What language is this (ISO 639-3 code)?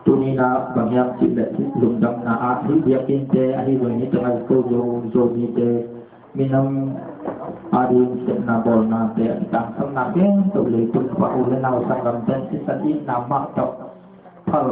ctd